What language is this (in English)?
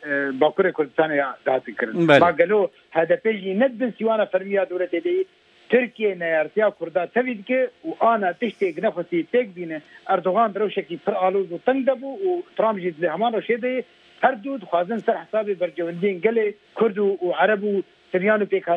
Kurdish